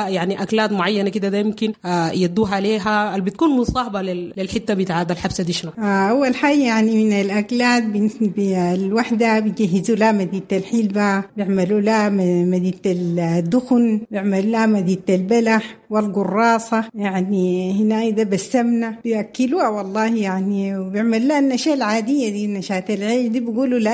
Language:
Sudanese Arabic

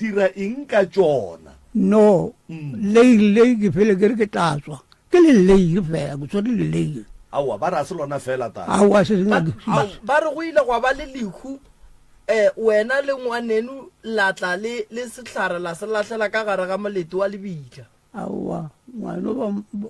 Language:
Northern Sotho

